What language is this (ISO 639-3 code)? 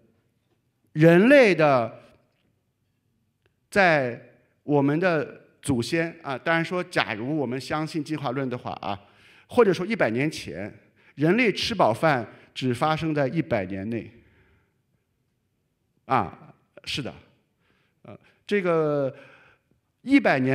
zho